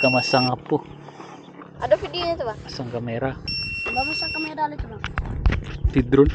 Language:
Minangkabau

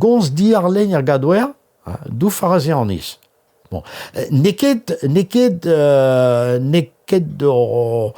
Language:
Breton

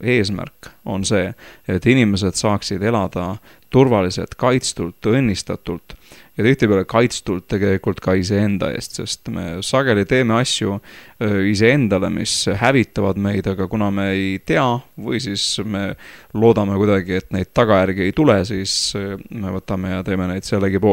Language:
Estonian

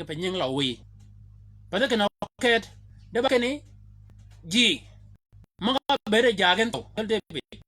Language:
Shilluk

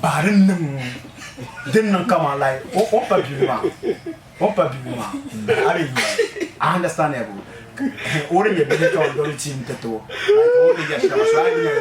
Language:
Dagbani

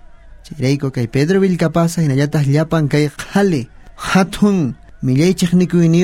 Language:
South Bolivian Quechua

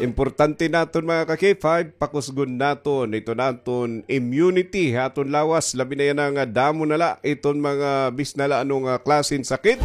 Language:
Waray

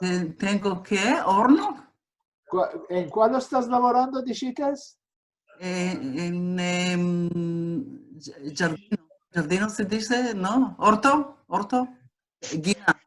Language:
Ladino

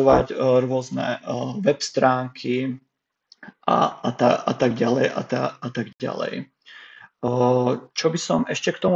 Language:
Slovak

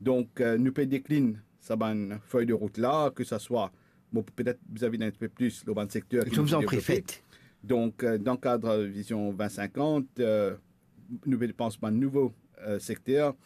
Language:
Morisyen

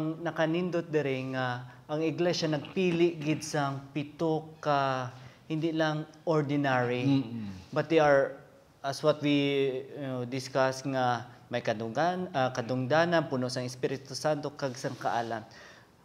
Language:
Hiligaynon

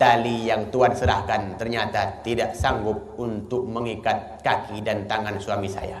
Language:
Achinese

